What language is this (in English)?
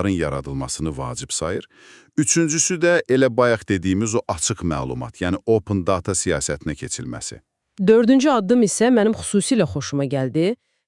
Azerbaijani